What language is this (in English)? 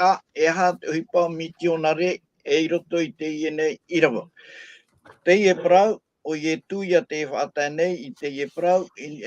Tahitian